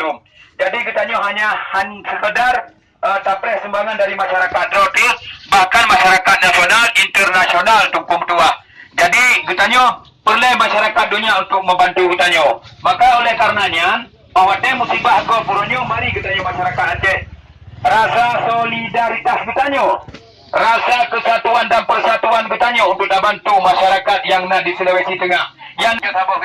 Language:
Achinese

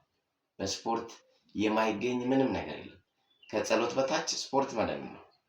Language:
Amharic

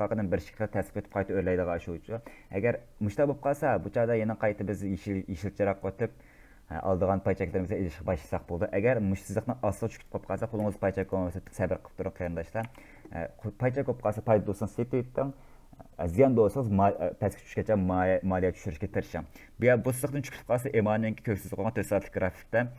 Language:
Uyghur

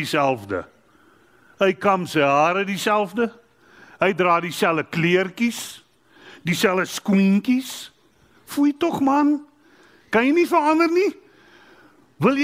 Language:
Afrikaans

